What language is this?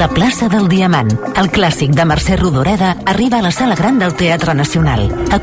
Catalan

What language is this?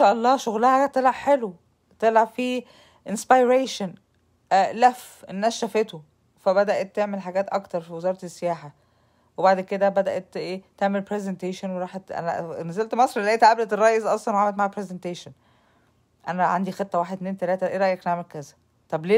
Egyptian Arabic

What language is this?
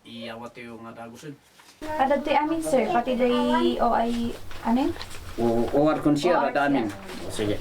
Kankanaey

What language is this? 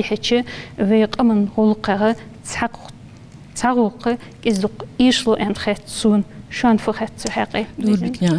Ingush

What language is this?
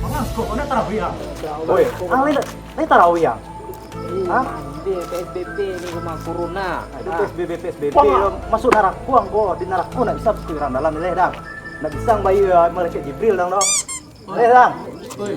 Minangkabau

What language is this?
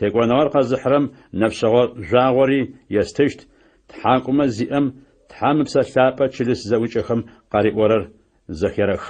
Adyghe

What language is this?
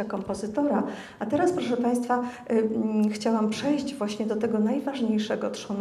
Polish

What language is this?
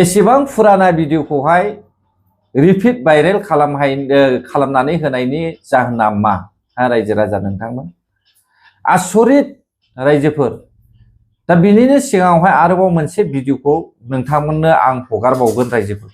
Bodo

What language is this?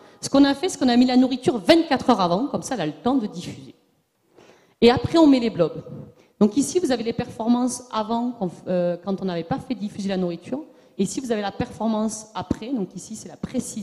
French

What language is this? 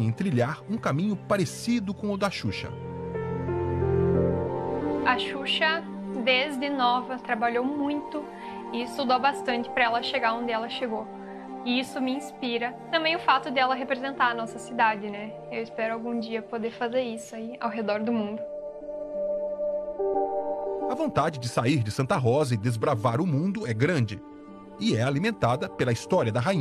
Portuguese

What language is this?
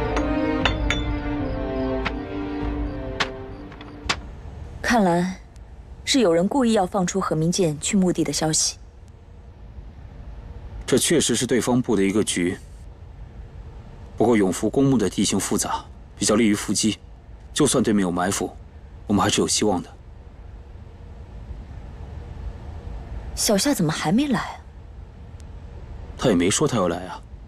Chinese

